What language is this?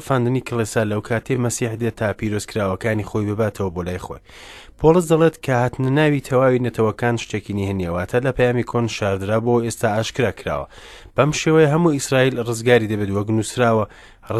Central Kurdish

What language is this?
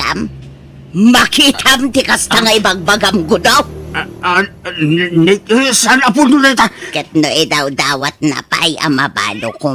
Iloko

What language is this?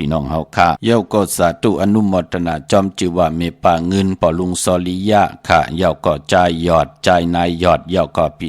Shan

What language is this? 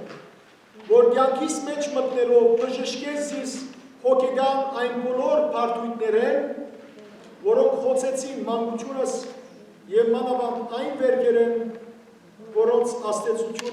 Western Armenian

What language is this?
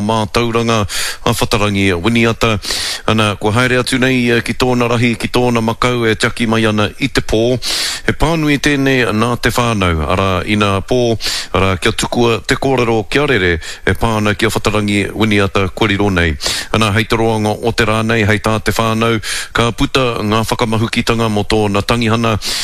Māori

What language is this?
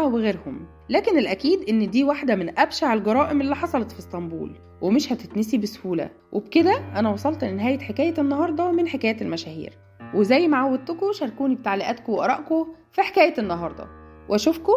Egyptian Arabic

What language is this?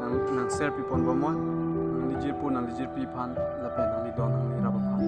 Karbi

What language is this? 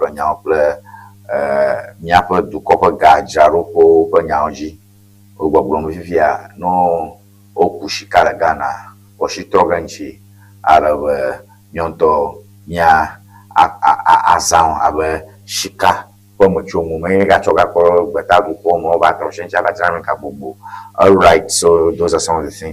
Ewe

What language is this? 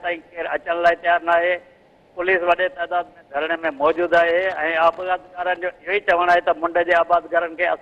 Sindhi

